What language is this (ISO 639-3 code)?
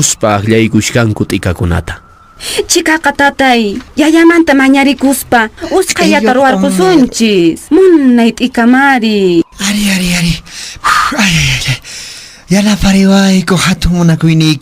que